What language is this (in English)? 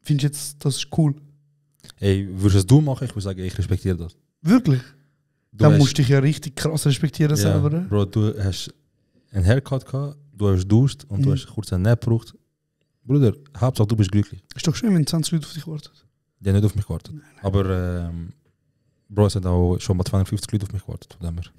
Swiss German